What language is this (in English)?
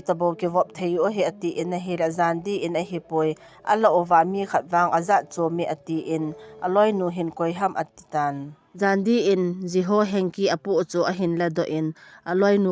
Thado Chin